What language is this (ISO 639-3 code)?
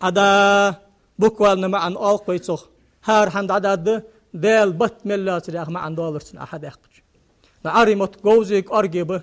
inh